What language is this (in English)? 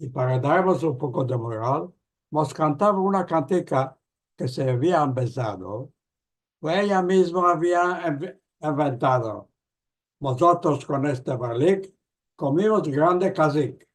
Ladino